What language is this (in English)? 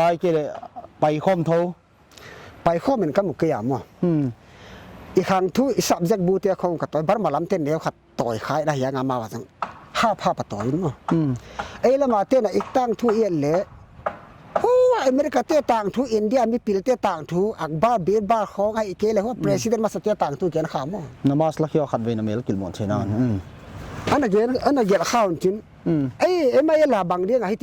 Paite Chin